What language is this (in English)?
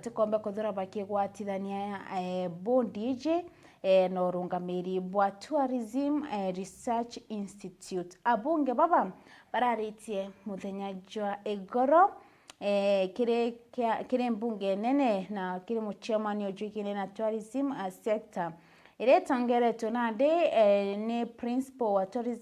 Meru